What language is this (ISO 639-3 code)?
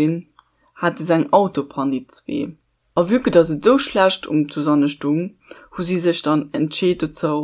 ltz